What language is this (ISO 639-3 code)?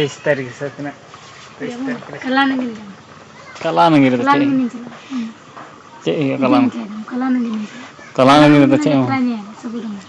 sat